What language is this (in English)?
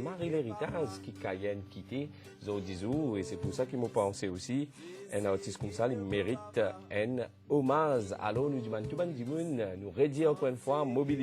Morisyen